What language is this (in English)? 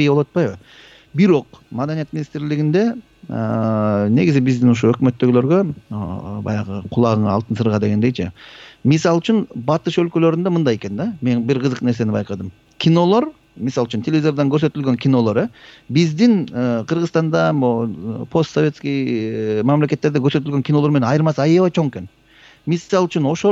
Kyrgyz